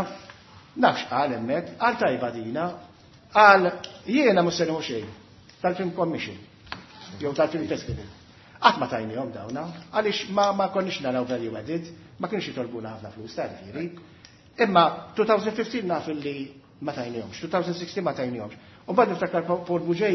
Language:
Maltese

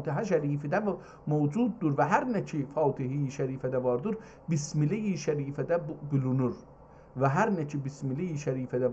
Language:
South Azerbaijani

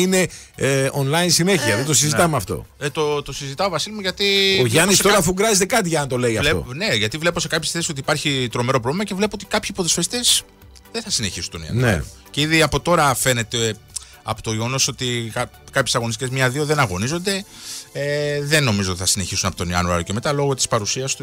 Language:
Greek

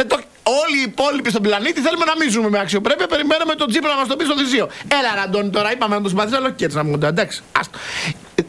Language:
Greek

